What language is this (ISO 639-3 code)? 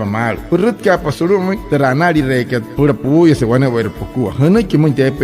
guc